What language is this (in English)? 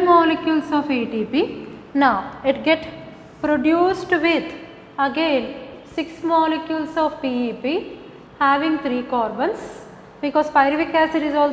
English